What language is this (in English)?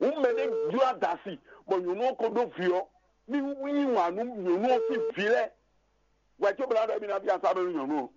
Fon